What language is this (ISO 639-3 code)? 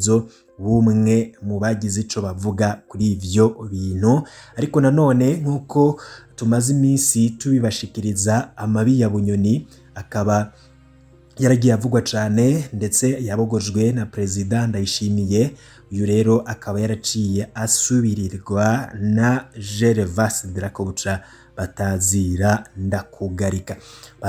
run